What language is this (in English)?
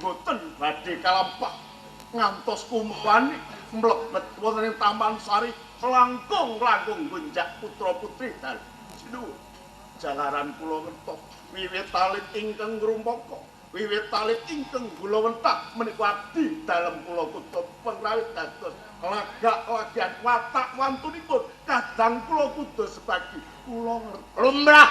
Javanese